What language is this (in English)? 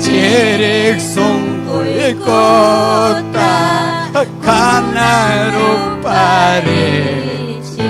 Ayacucho Quechua